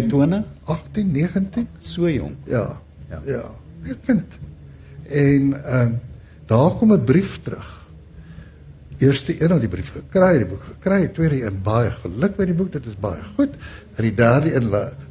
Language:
Afrikaans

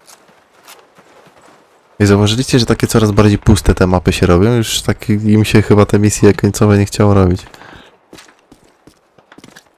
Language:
Polish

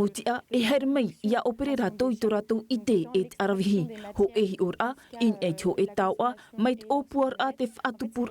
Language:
Tahitian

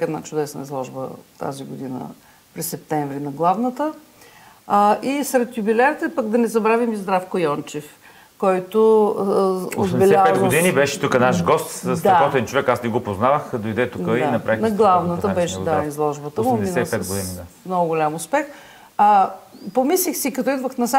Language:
Bulgarian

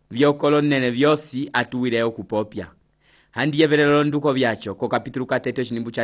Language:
Umbundu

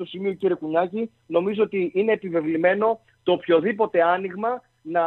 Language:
Greek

